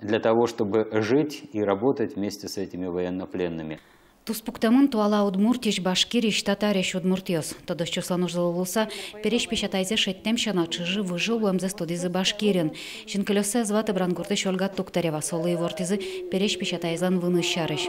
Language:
Udmurt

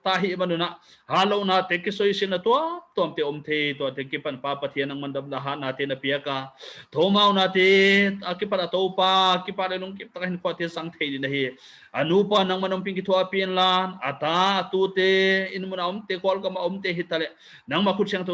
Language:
Paite Chin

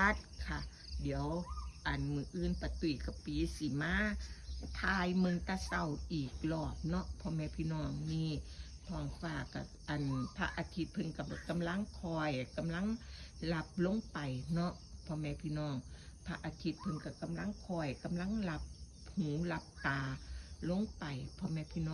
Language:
Northeastern Thai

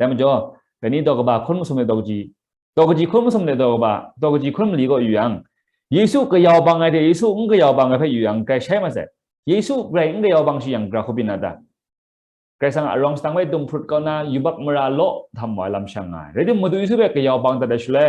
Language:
Kachin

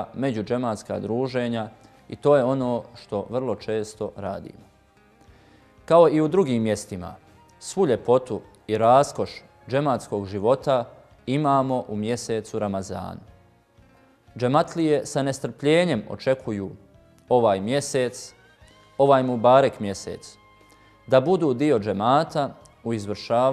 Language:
Bosnian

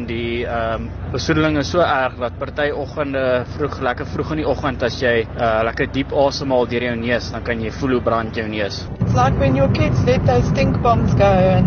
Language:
Afrikaans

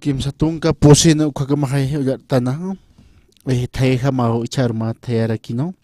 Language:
Aymara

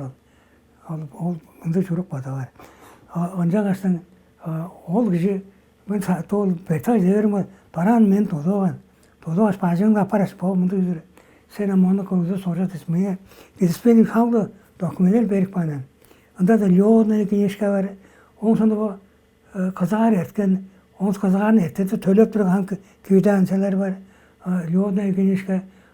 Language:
Tuvinian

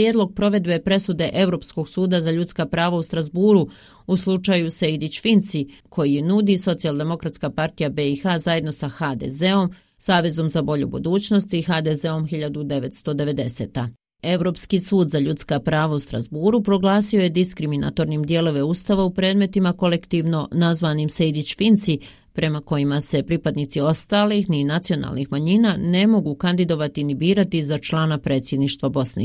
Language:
Bosnian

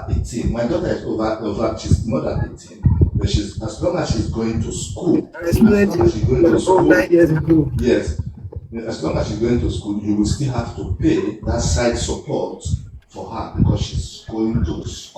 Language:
Nigerian Pidgin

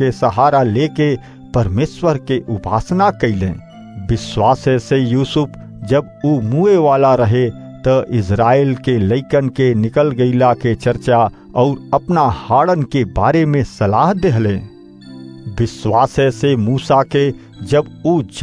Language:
Bhojpuri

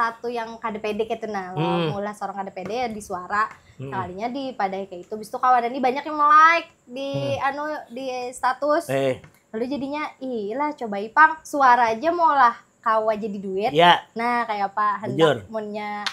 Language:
Banjar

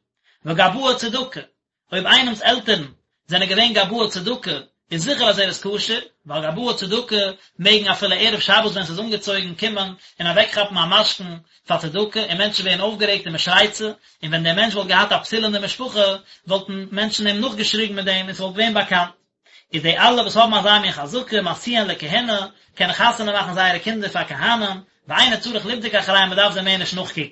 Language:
Yiddish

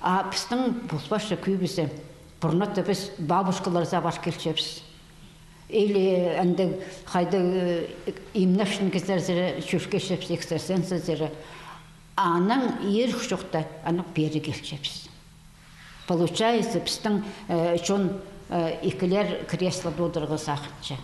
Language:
Khakas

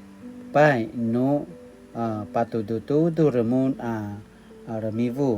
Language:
Paiwan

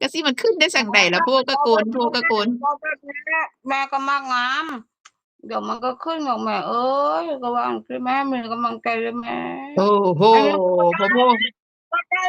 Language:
Northeastern Thai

